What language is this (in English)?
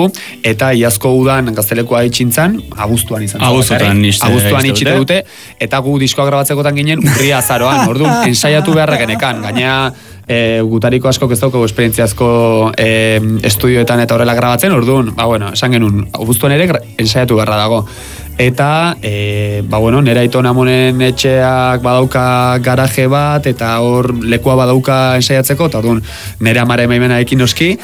Basque